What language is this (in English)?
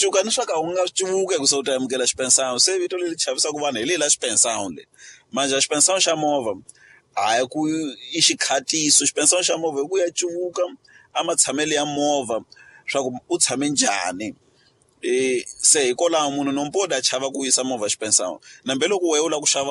Tsonga